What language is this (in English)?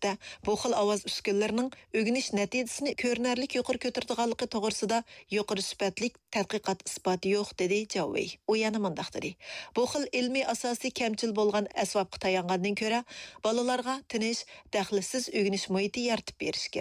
Uyghur